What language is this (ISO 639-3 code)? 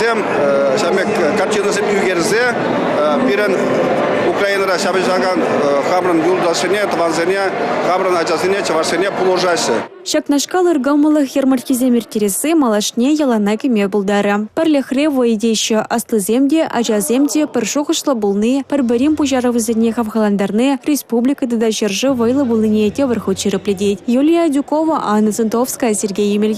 chv